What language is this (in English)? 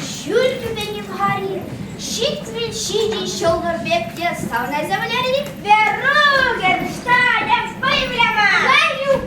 Chuvash